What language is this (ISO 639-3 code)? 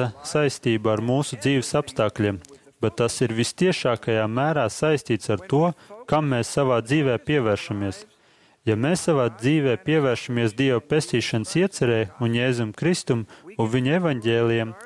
lav